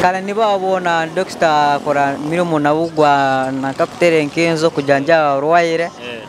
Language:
Nyoro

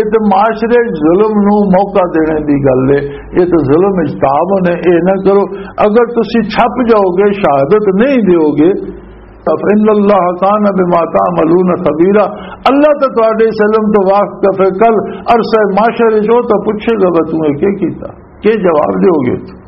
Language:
Western Panjabi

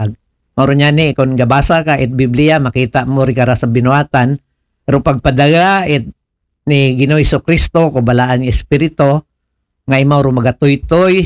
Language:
Aklanon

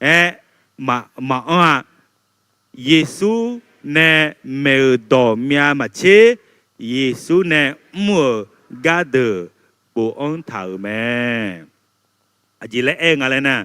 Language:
Akha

